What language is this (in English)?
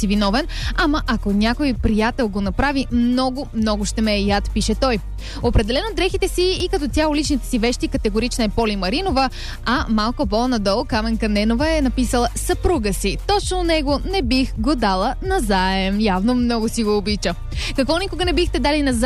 Bulgarian